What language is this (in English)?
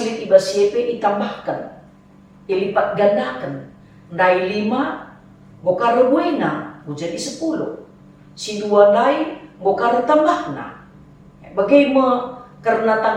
Batak Karo